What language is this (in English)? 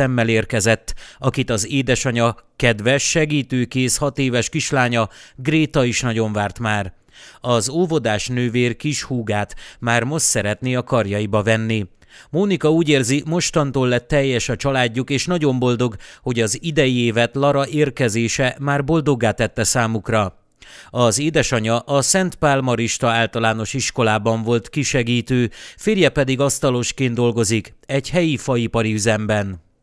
Hungarian